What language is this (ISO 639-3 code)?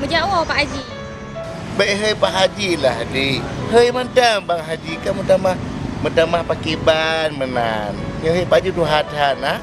ace